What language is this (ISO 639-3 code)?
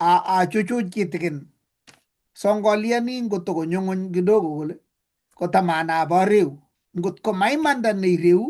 kln